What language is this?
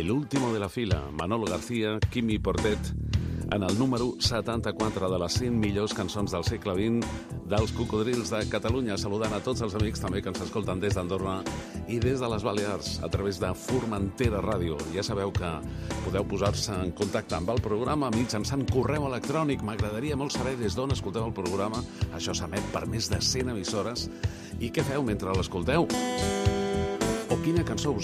Catalan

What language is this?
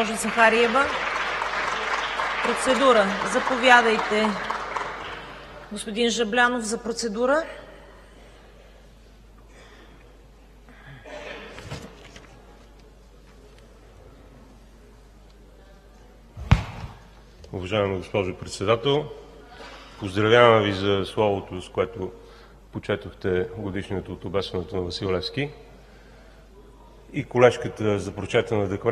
Bulgarian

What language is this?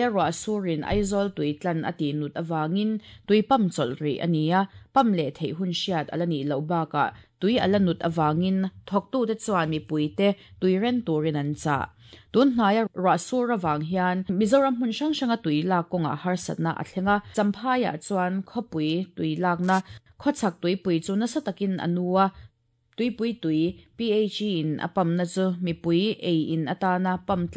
Mizo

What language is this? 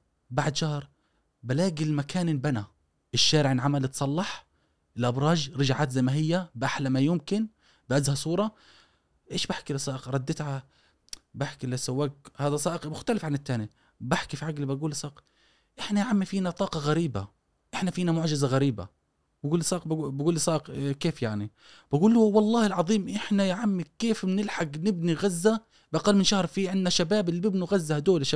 Gulf Arabic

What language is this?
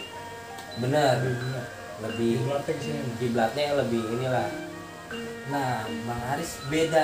Betawi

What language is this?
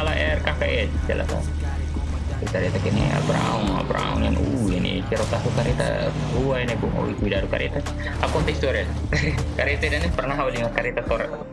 Tetum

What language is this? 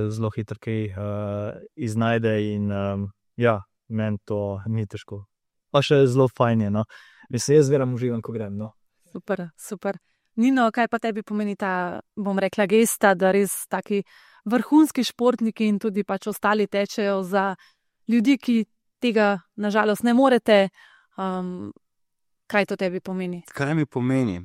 Slovenian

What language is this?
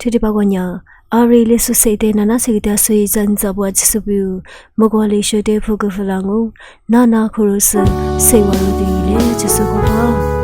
Lisu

